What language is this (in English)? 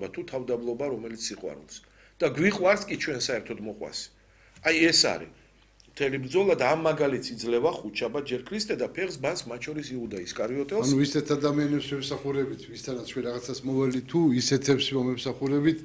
Georgian